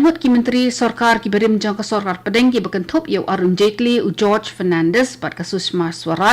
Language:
Khasi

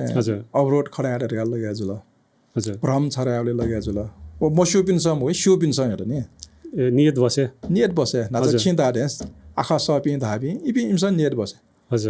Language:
Newari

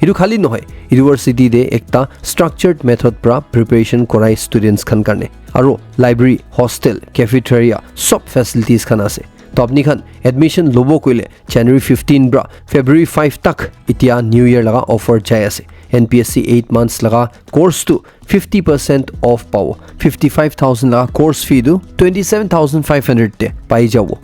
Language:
Naga Pidgin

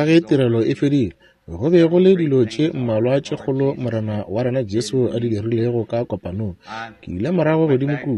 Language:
Northern Sotho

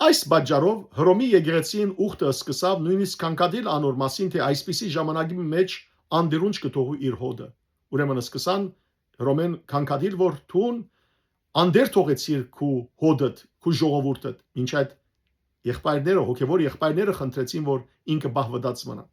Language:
Western Armenian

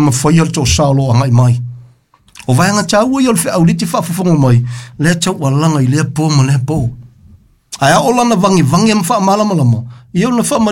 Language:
Samoan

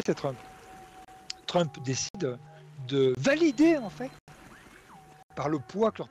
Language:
French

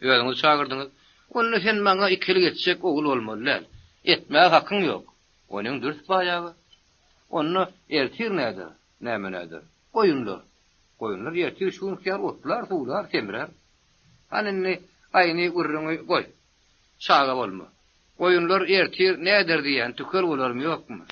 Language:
Turkmen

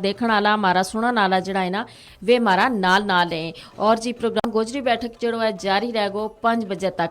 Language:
Gujari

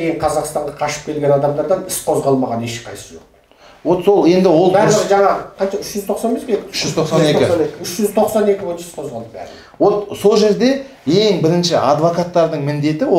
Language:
Kazakh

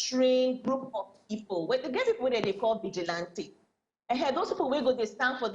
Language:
Nigerian Pidgin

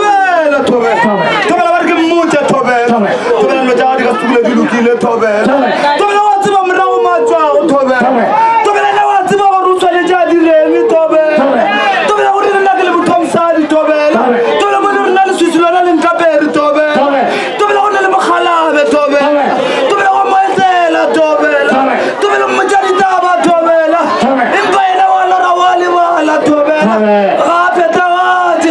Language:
Northern Sotho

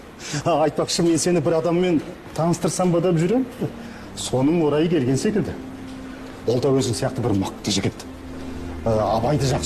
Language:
Kazakh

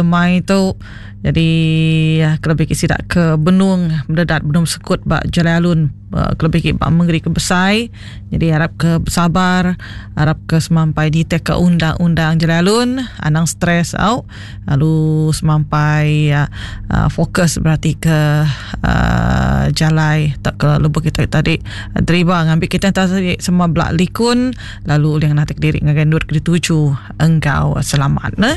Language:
Iban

